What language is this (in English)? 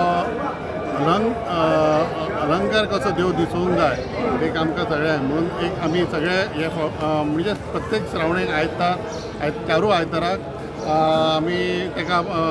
Konkani